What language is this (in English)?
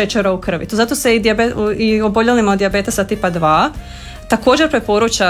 Croatian